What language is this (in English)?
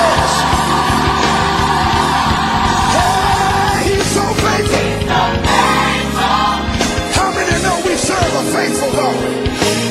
English